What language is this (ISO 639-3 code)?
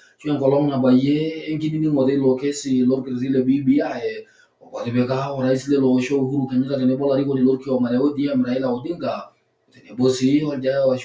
mas